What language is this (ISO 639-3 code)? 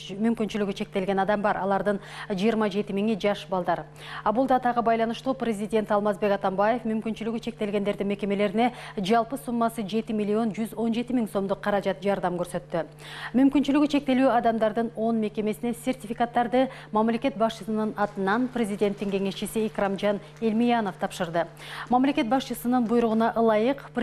kir